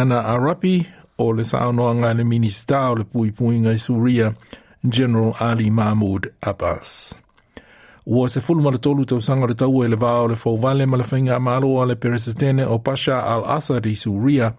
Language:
Samoan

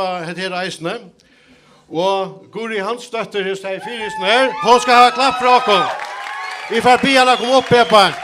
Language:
Faroese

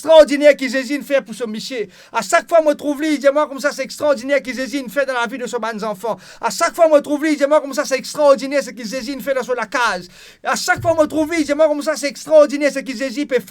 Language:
Morisyen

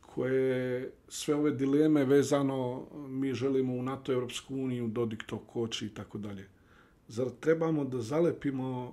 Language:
Bosnian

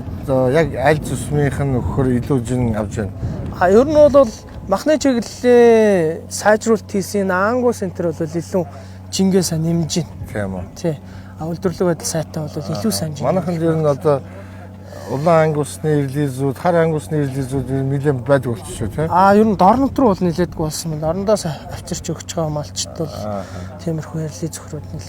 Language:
Mongolian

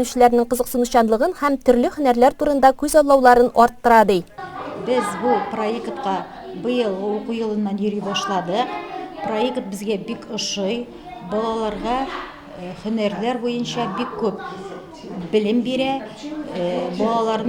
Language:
Tatar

